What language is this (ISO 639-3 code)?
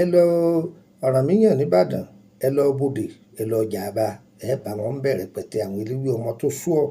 yor